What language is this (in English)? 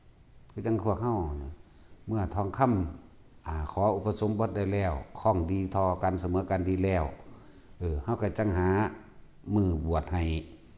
Northeastern Thai